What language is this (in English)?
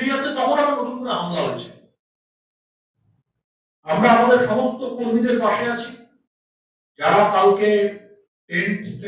Bangla